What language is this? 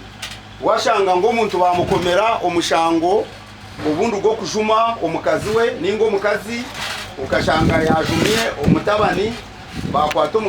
Nyankole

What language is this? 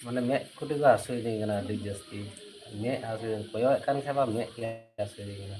Santali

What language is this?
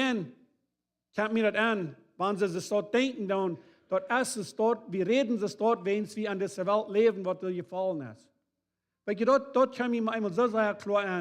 Plautdietsch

